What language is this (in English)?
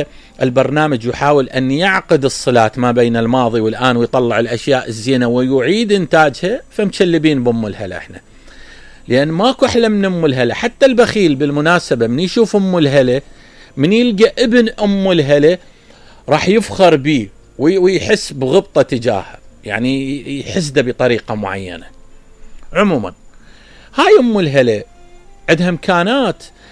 Mesopotamian Arabic